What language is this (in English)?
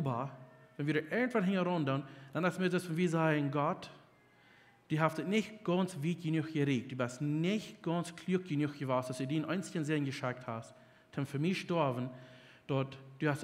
Plautdietsch